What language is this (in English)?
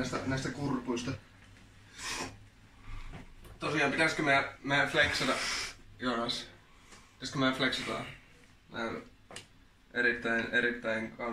Finnish